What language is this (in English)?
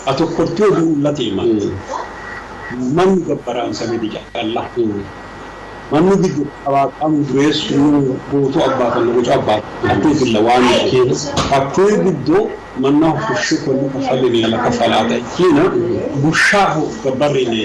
Sidamo